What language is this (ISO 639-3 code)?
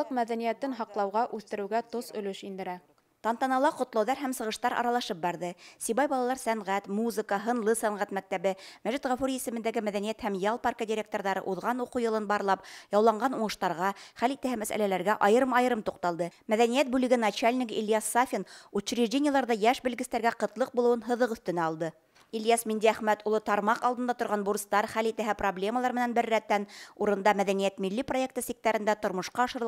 bak